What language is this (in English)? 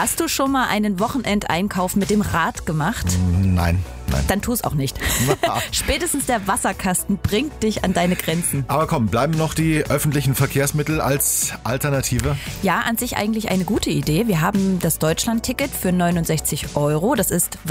German